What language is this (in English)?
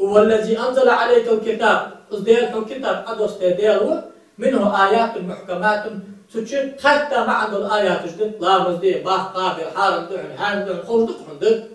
Ingush